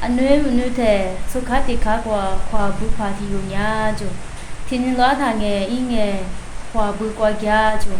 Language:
Lisu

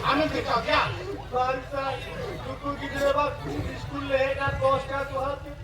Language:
Santali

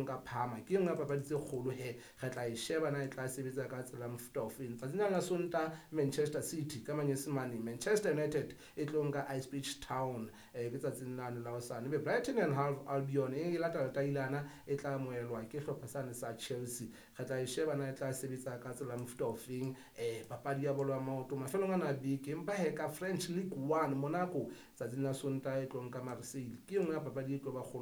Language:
Southern Sotho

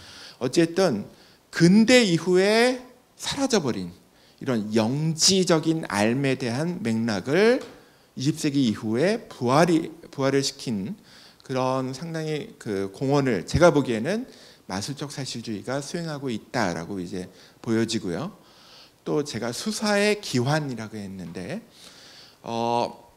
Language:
Korean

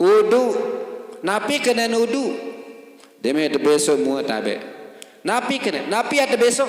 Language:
Sasak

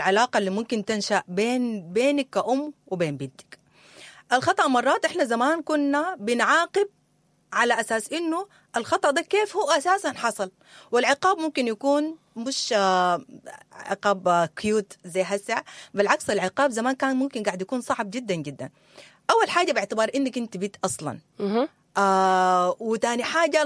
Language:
Sudanese Arabic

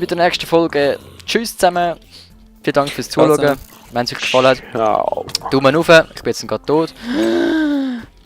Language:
Swiss German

